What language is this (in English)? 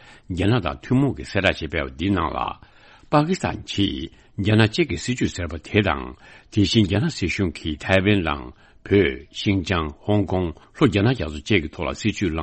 Tibetan